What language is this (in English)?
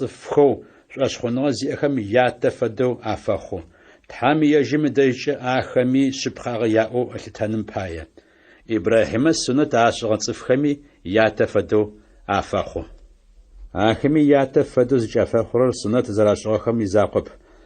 Adyghe